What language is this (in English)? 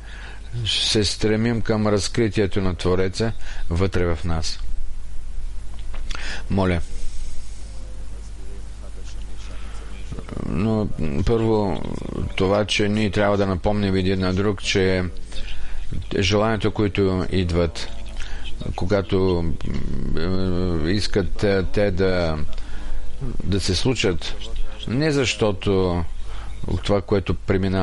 Bulgarian